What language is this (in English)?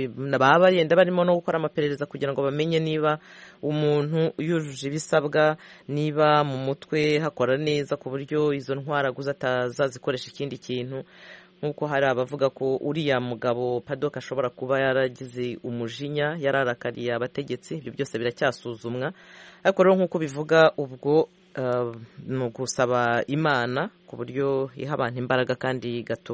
Kinyarwanda